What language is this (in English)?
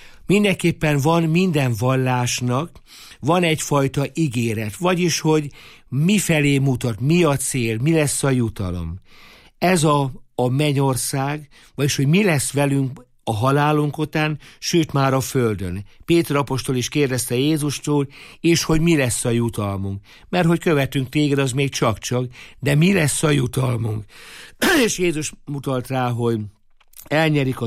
Hungarian